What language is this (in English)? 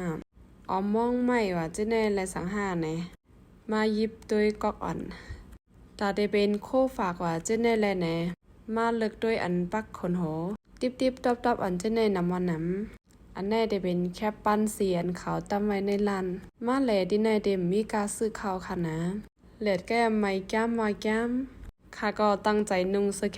Shan